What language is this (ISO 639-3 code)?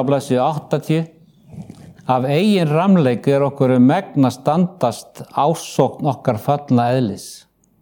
isl